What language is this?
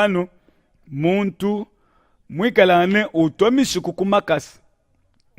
Luba-Lulua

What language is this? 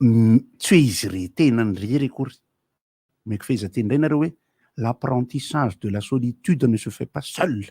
Malagasy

